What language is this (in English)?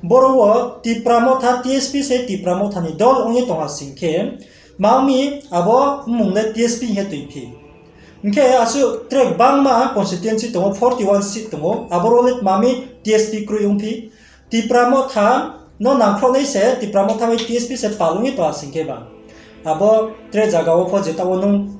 Riang (India)